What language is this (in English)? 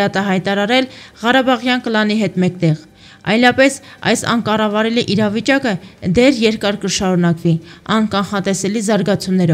Armenian